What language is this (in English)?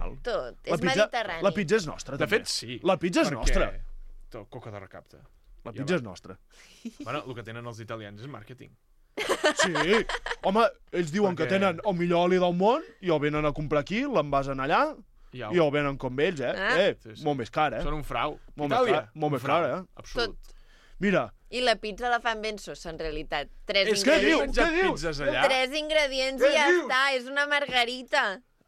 Catalan